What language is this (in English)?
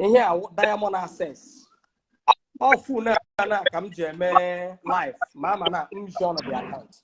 Igbo